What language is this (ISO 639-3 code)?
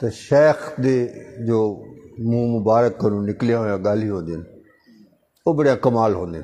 skr